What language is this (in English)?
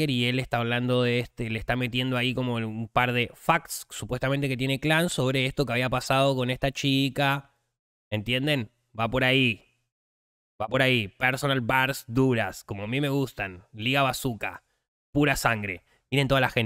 Spanish